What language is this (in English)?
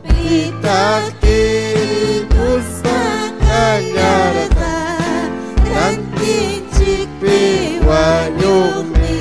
Ayacucho Quechua